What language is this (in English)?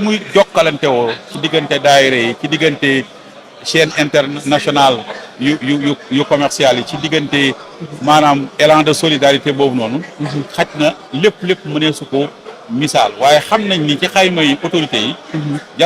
Wolof